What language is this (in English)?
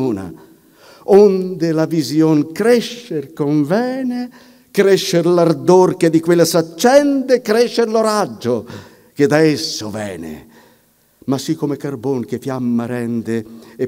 Italian